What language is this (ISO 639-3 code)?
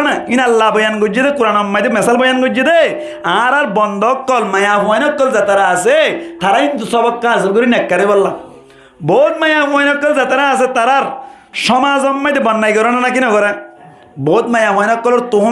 rhg